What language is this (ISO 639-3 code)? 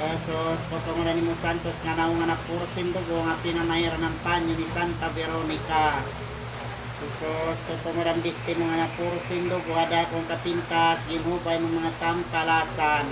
war